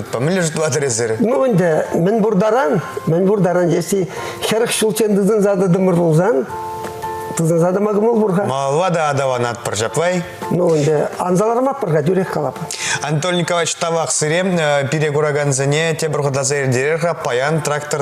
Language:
Chuvash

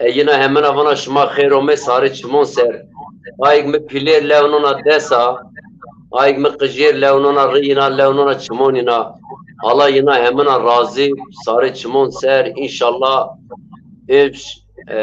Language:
Zaza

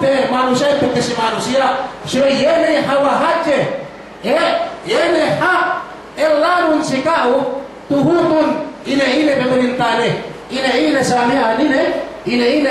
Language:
Yakan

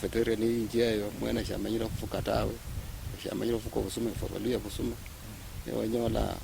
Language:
Luyia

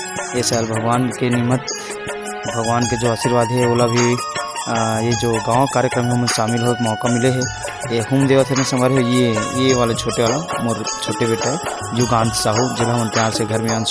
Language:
Chhattisgarhi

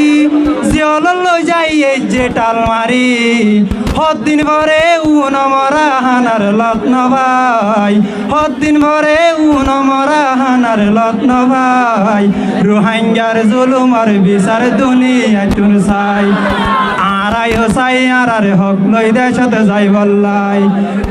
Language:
Rohingya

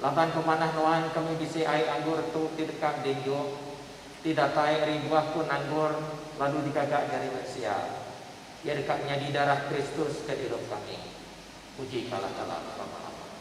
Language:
Iban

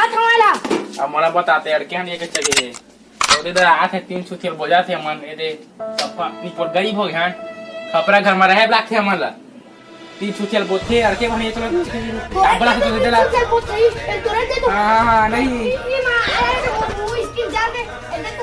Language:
Chhattisgarhi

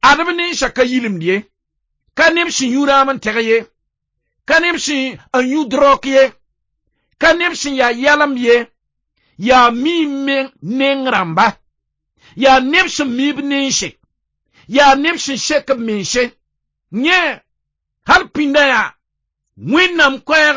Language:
Mossi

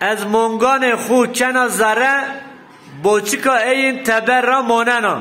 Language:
Zaza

